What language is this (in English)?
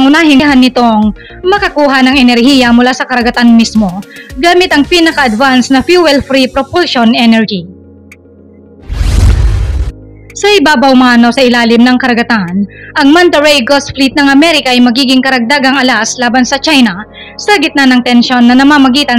Filipino